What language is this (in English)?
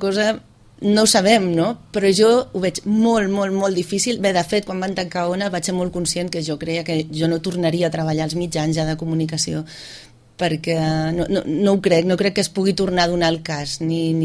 Catalan